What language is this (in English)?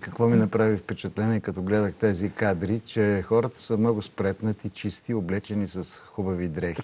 Bulgarian